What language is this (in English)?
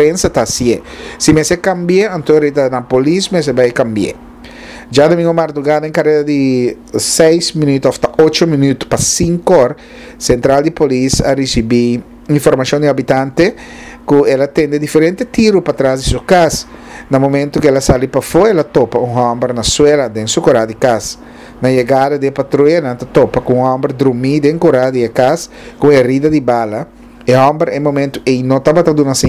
Papiamento